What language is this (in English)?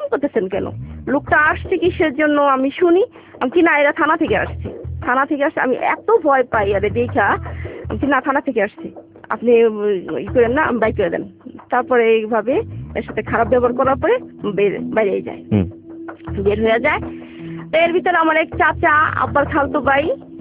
Bangla